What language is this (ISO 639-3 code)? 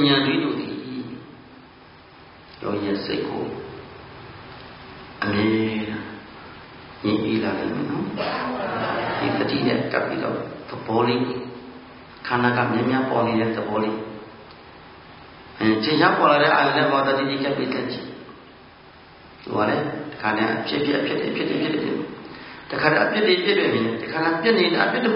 mya